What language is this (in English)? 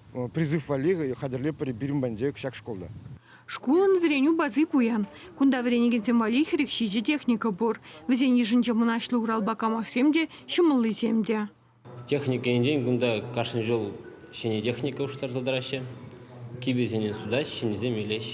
Chuvash